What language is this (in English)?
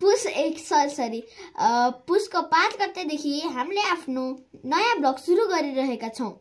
Nepali